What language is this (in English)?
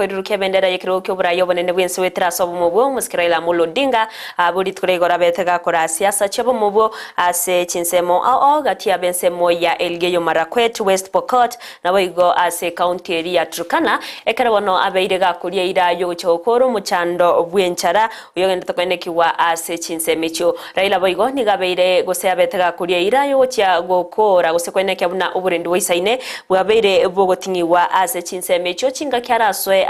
Gusii